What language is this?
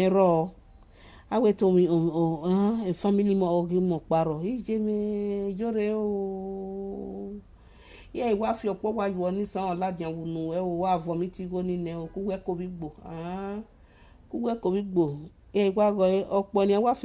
Nigerian Pidgin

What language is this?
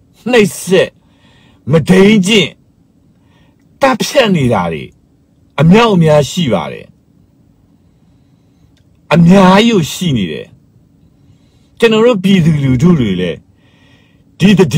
Burmese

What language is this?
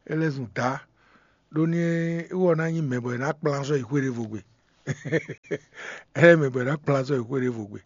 Fon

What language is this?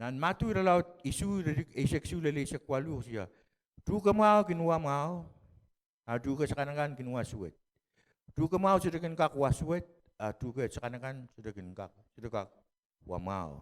Pohnpeian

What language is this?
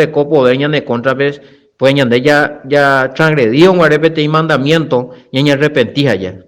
Guarani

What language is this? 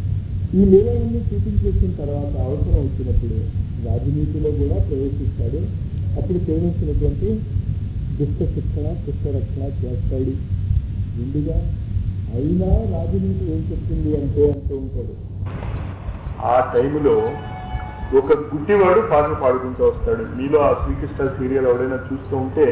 Telugu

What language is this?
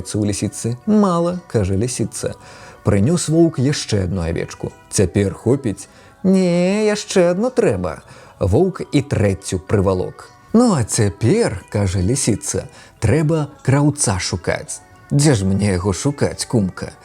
Belarusian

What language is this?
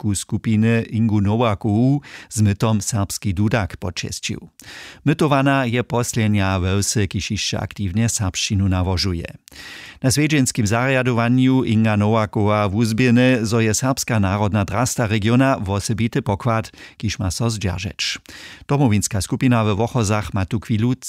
Upper Sorbian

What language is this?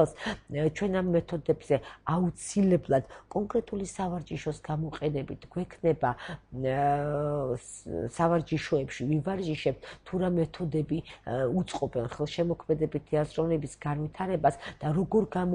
Georgian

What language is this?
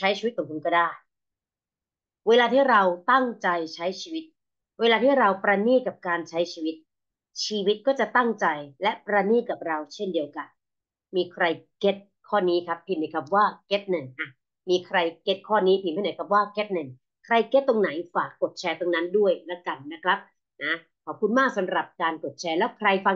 Thai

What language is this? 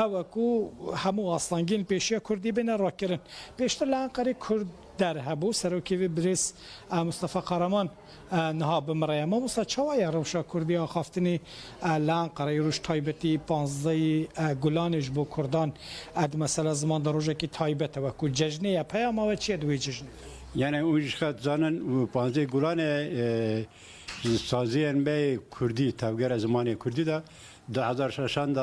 Kurdish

